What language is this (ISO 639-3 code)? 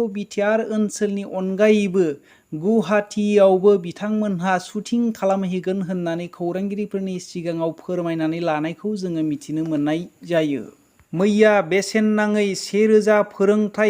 brx